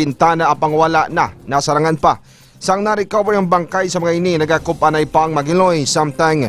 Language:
Hiligaynon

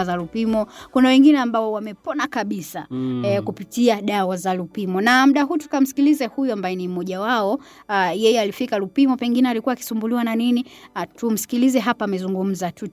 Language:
Swahili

